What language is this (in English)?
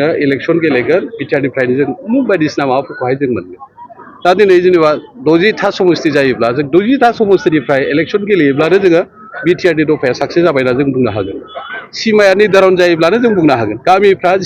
Bodo